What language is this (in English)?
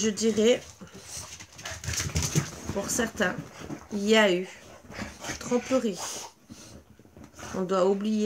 French